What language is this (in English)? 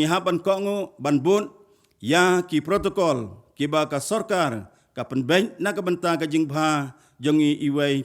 Khasi